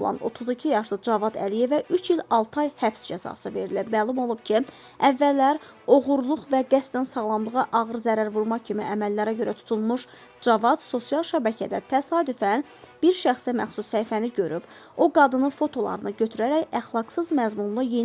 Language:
Azerbaijani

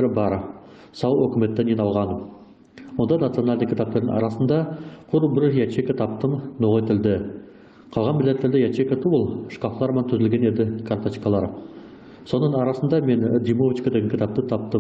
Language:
Nogai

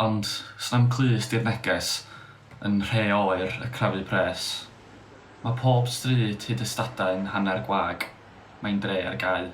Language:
Welsh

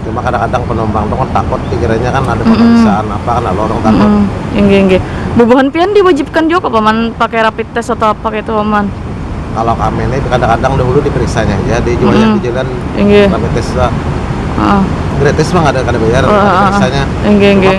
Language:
Banjar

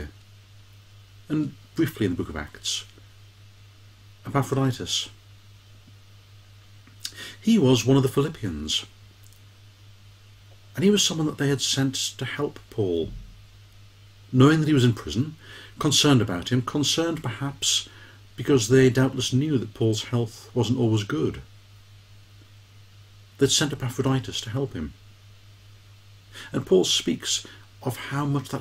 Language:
English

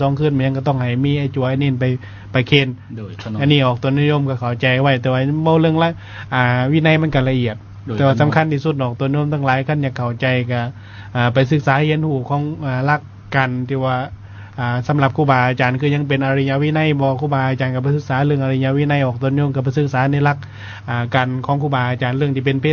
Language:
Lao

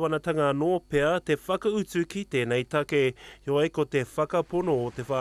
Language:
Māori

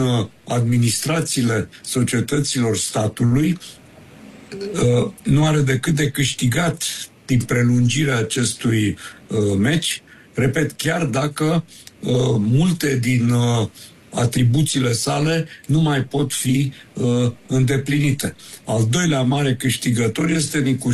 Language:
Romanian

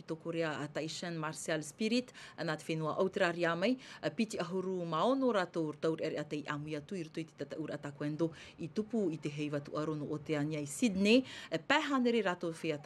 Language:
Tahitian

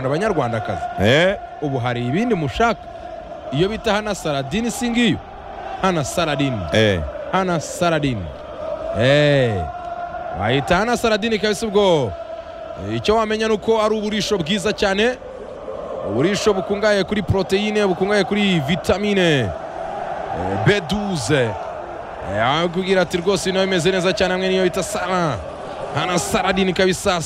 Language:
Kinyarwanda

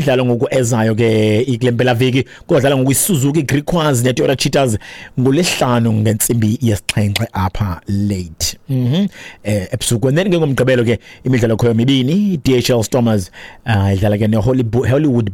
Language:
Xhosa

